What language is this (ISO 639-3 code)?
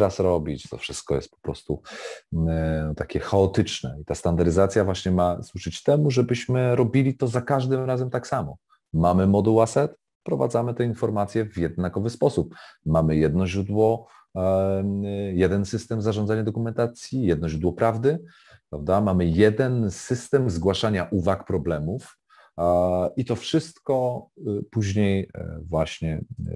pol